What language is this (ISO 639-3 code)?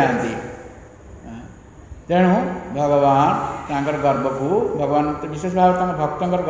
ori